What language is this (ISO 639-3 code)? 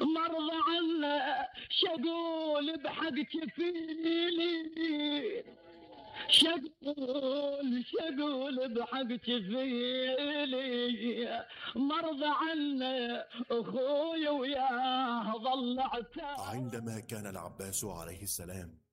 acm